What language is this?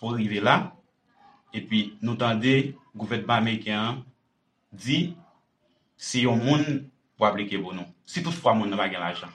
Haitian Creole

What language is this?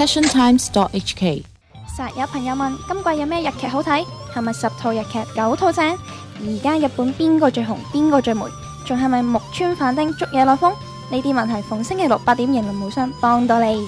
Cantonese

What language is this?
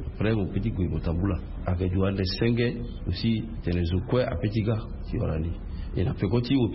Sango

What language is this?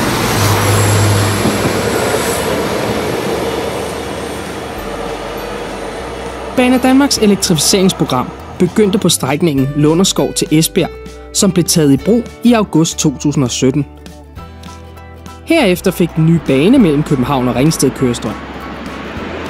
Danish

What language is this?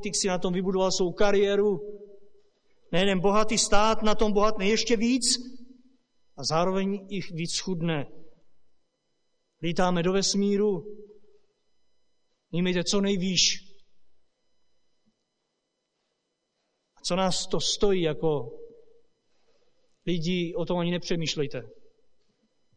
Czech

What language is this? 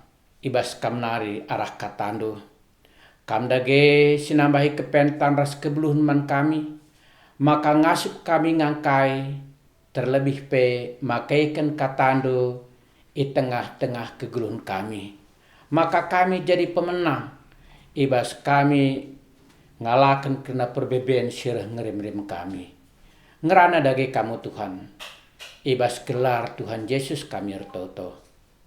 Batak Karo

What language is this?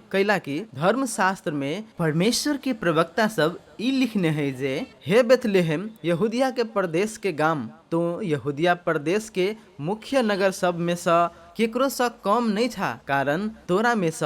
Maithili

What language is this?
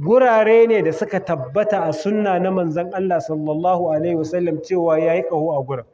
Hausa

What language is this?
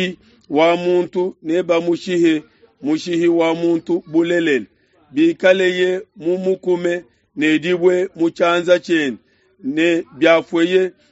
Luba-Lulua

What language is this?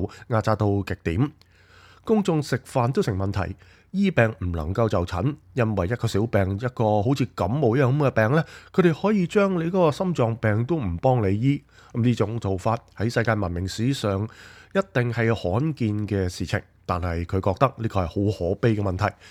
Cantonese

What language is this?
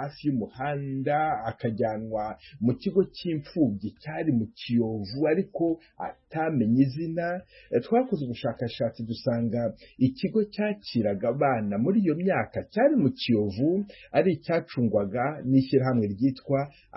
Kinyarwanda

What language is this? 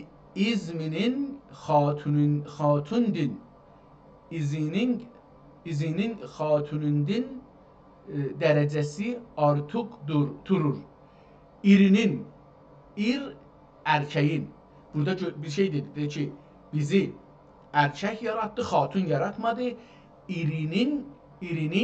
South Azerbaijani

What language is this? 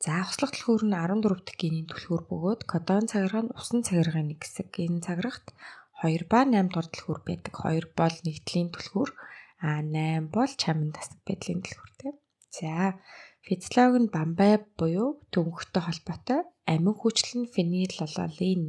Mongolian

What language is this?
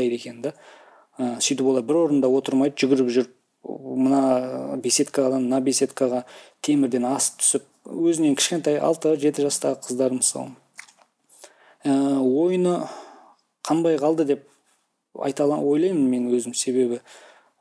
Kazakh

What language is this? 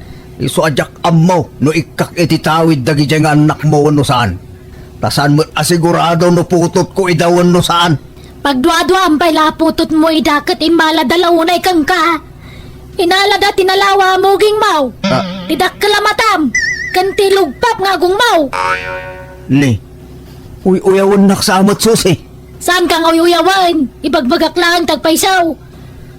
Iloko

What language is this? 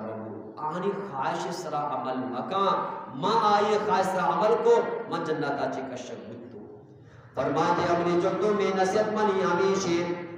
Eastern Balochi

